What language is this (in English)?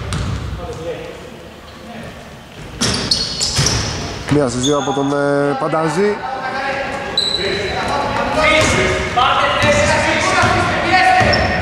Greek